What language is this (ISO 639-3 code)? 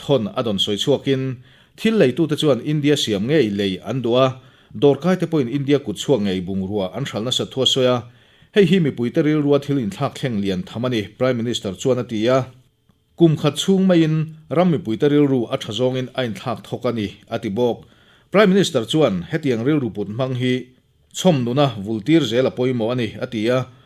lus